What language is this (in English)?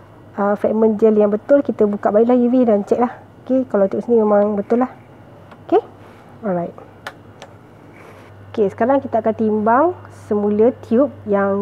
Malay